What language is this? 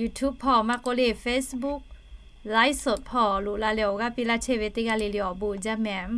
Lahu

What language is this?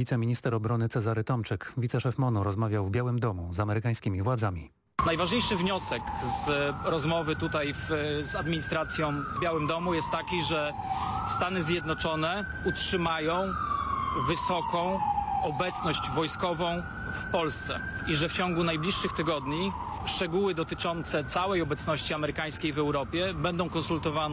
Polish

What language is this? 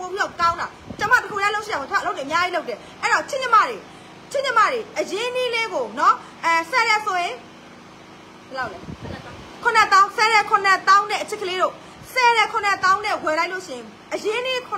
Burmese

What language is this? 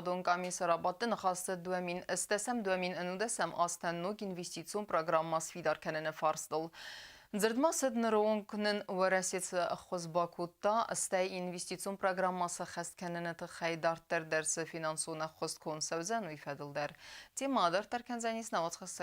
Ossetic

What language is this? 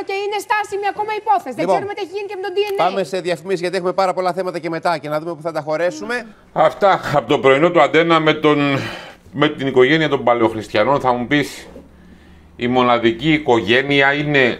Greek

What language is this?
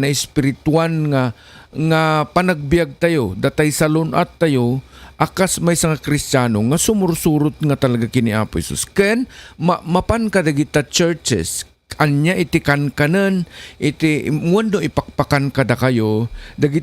Iloko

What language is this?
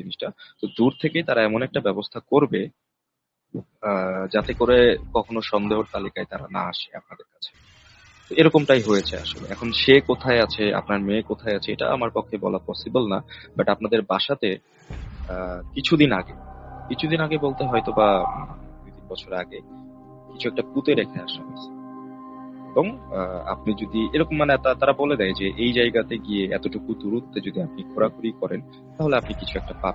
Bangla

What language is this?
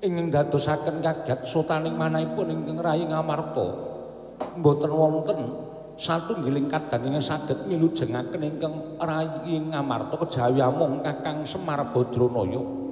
Javanese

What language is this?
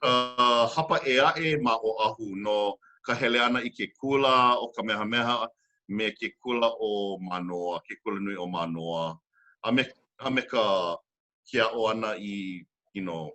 Hawaiian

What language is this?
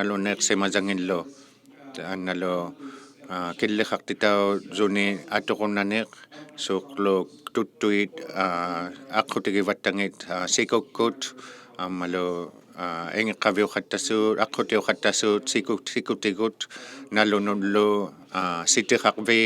Inuktitut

